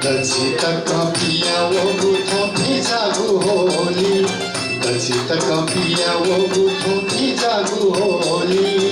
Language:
Newari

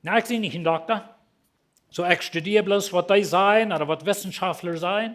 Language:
Plautdietsch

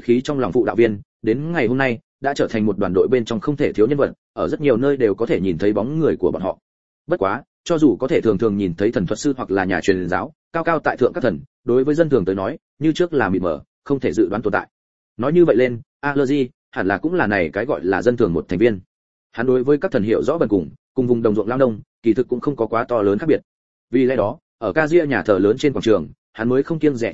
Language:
Vietnamese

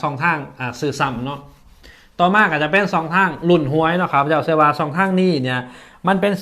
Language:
Lao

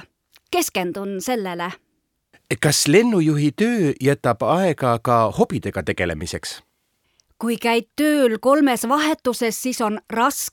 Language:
Estonian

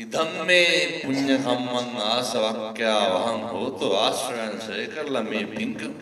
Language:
Sinhala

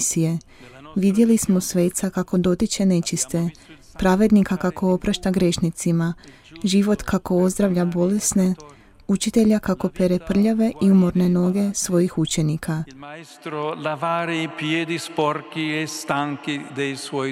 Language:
Croatian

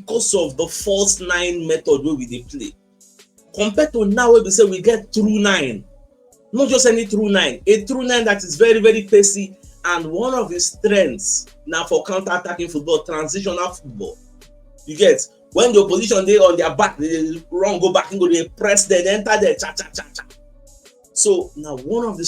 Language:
Nigerian Pidgin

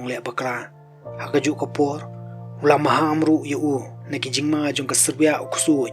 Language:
Khasi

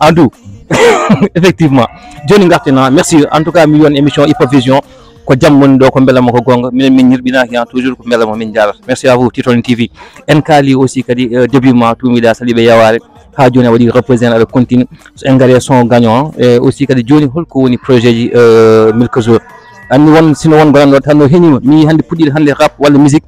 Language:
Fula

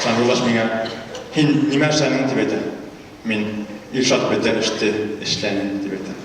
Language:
Bashkir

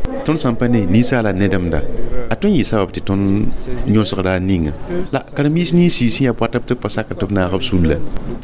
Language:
Mossi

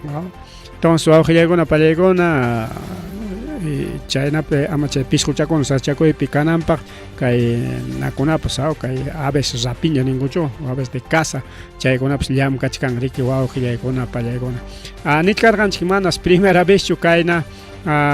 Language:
Ayacucho Quechua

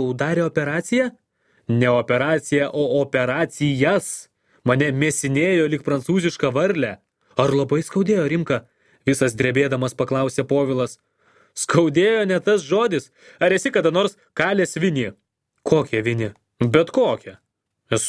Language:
Lithuanian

